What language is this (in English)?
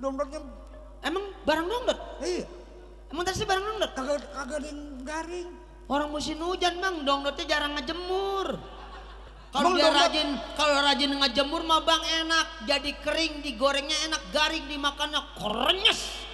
Betawi